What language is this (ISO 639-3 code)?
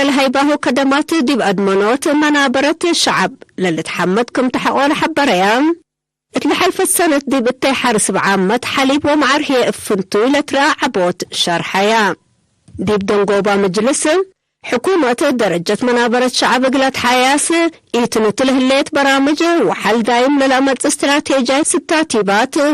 tig